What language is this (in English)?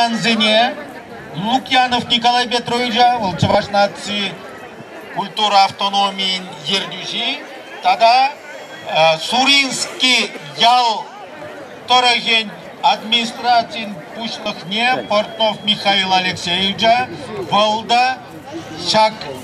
Chuvash